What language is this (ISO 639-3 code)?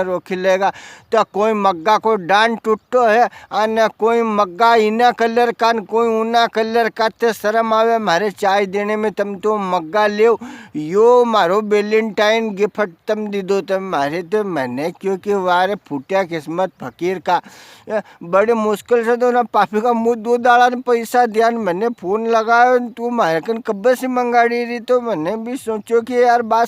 raj